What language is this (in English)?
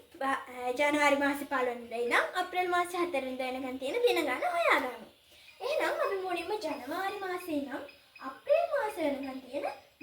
Sinhala